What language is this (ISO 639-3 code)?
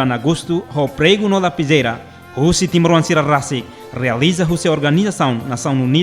tet